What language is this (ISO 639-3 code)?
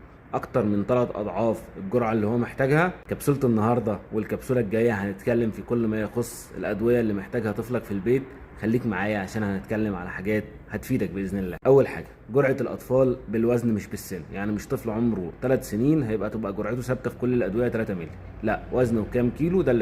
arz